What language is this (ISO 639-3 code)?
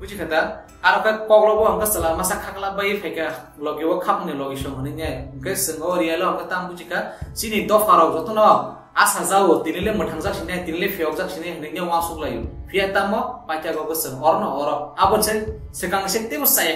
trp